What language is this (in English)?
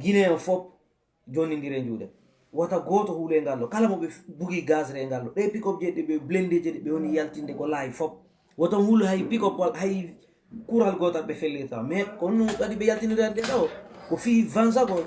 Fula